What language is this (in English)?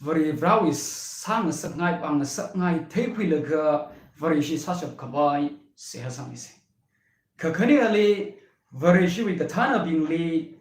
Tangkhul Naga (India)